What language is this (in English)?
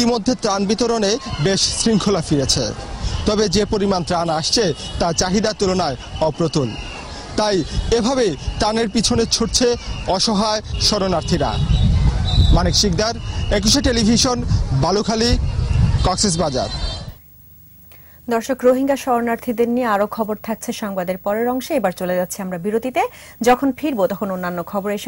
Bangla